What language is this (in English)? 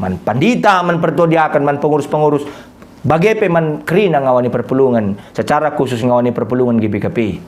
Batak Karo